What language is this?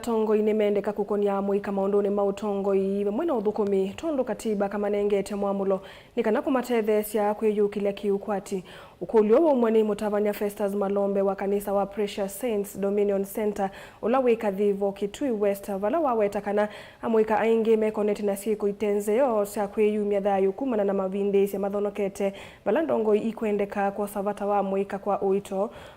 Kamba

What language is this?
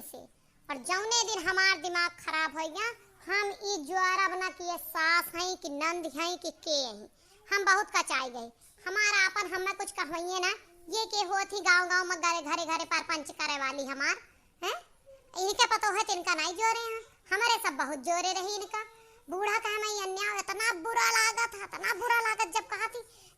Awadhi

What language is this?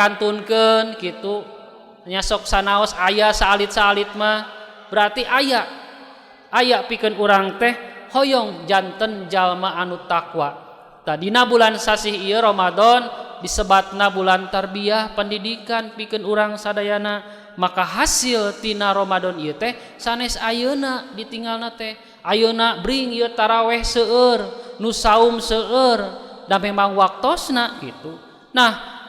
Sundanese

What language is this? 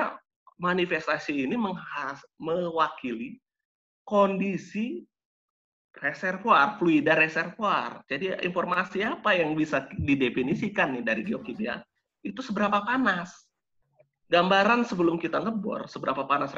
Indonesian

